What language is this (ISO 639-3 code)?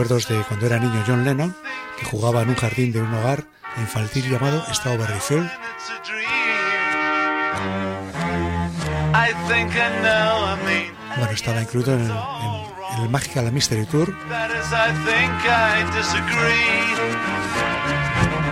spa